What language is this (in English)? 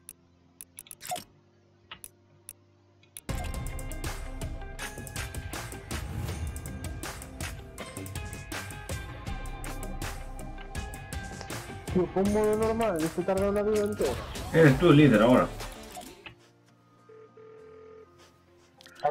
Spanish